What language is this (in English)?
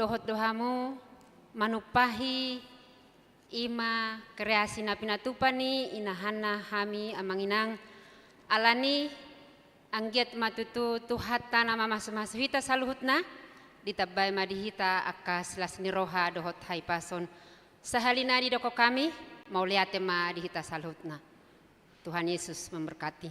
Batak Toba